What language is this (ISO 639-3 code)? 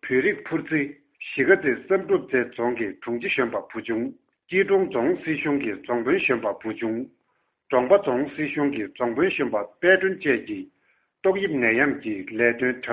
bod